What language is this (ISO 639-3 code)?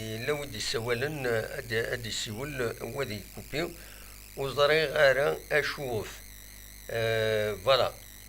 kab